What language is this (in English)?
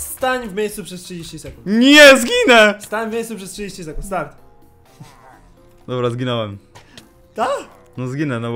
Polish